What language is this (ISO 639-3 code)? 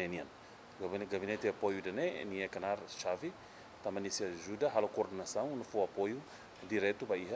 tet